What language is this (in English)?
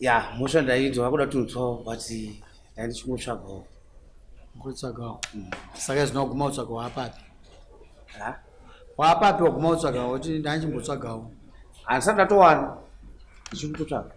Shona